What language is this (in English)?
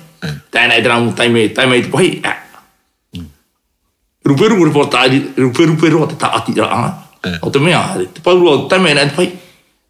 Tahitian